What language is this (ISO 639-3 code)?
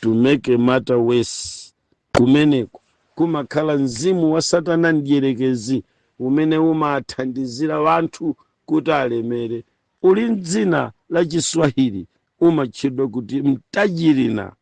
nya